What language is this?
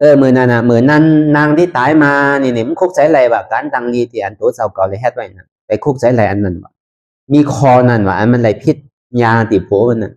Shan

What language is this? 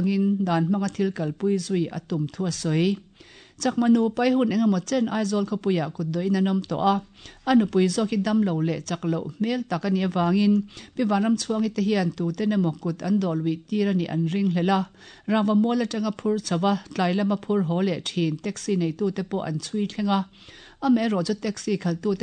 Mizo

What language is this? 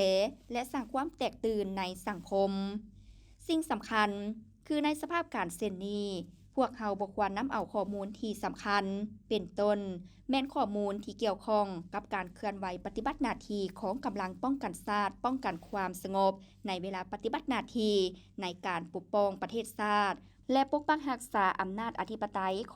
Lao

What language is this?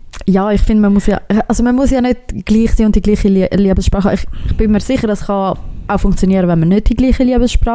German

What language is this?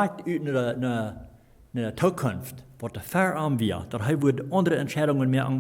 Plautdietsch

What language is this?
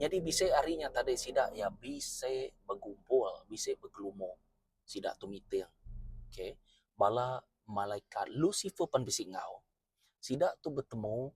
Iban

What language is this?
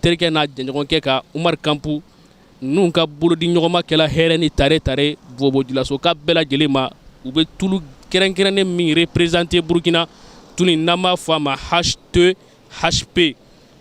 Bambara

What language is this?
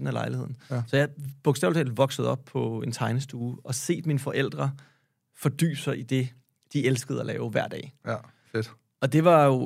Danish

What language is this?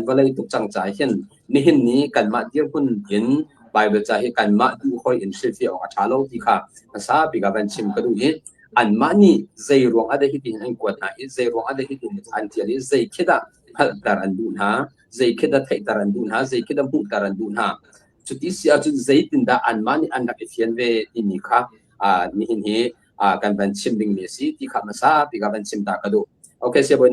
Hakha Chin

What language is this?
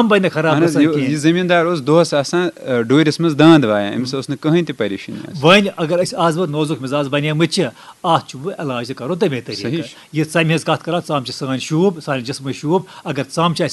Kashmiri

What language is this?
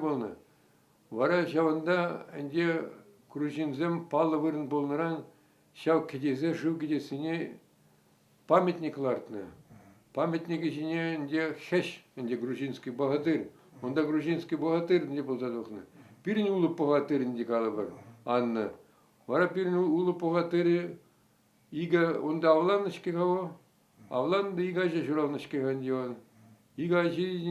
Chuvash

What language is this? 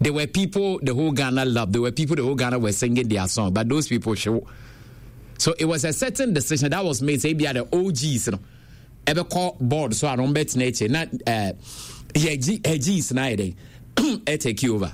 Akan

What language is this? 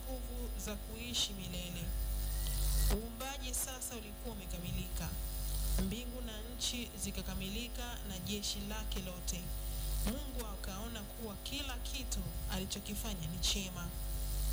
Swahili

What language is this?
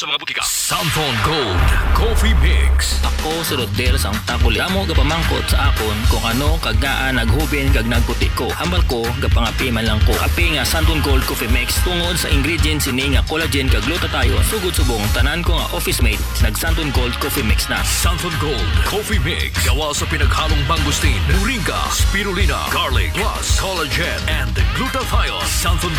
Hiligaynon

